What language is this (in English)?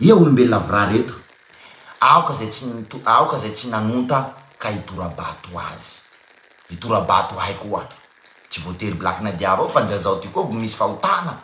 Malagasy